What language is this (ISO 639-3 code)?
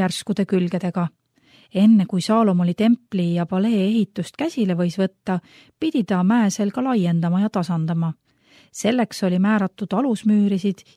est